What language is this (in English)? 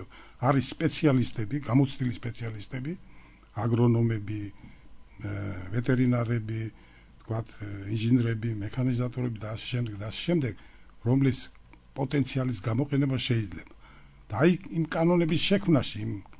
Georgian